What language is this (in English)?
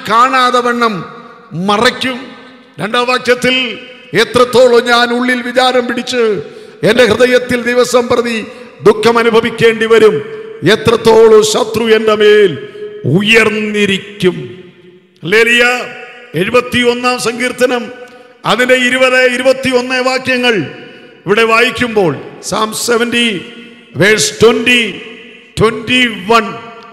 Malayalam